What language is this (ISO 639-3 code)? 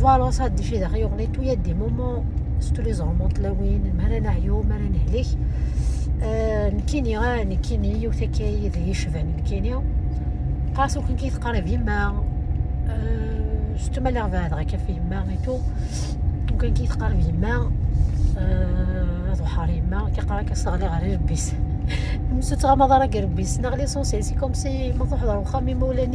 kab